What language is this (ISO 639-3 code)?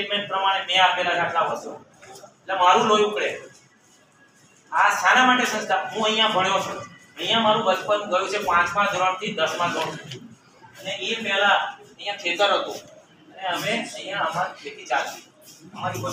guj